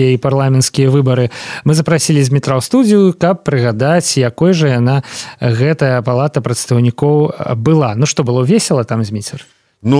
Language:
Belarusian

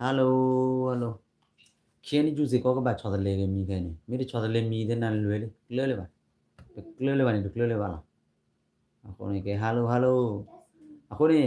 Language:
S'gaw Karen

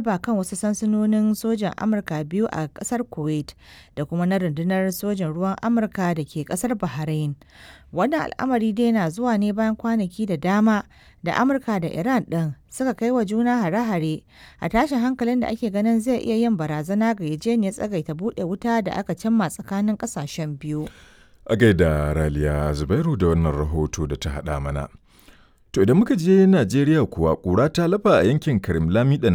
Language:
Hausa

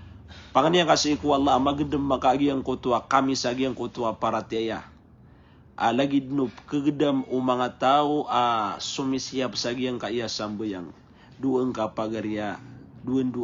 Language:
Maranao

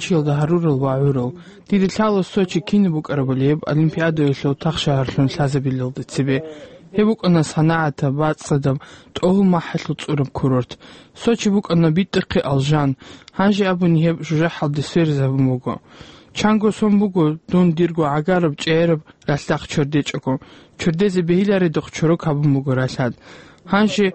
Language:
Avaric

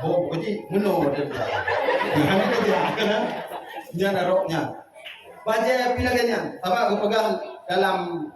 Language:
Achinese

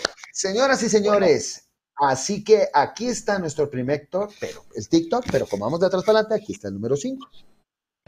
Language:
Spanish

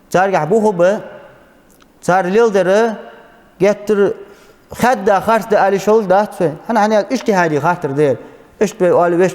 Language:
Ingush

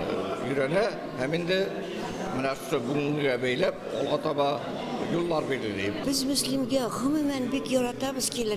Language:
Tatar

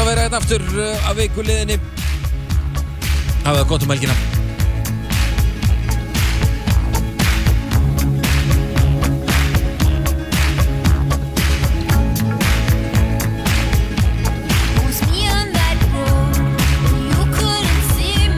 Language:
Icelandic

